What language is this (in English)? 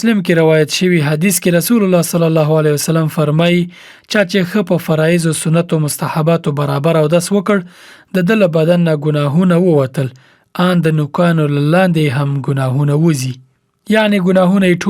Pashto